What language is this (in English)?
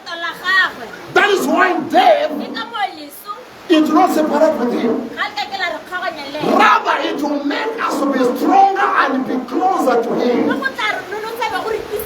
Tswana